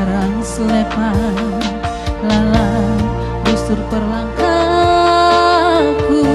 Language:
Batak Karo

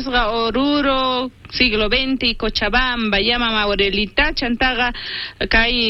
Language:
South Bolivian Quechua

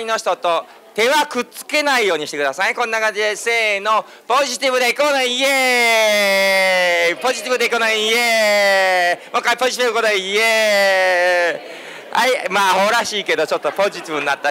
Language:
Japanese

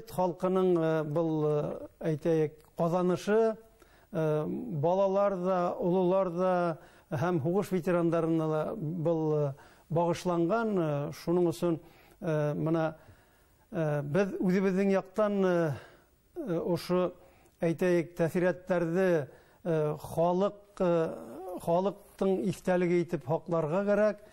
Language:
Bashkir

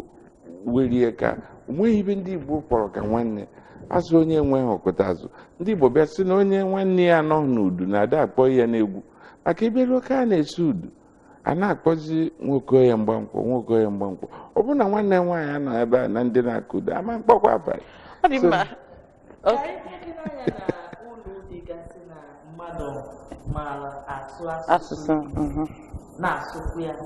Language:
Igbo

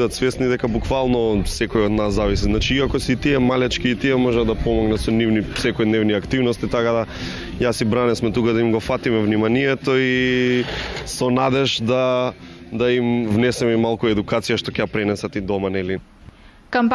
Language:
Macedonian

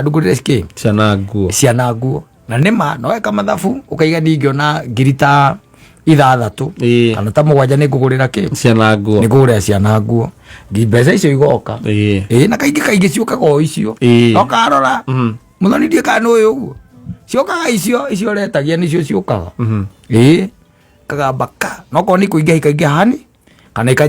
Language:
Kikuyu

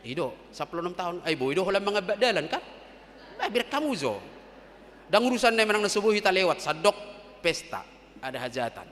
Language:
Batak Toba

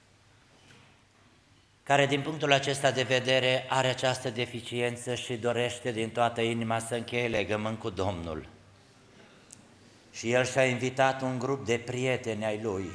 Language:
Romanian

